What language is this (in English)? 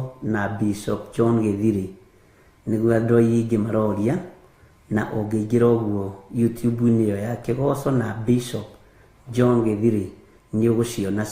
Kikuyu